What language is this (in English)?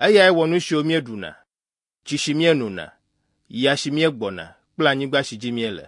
Ewe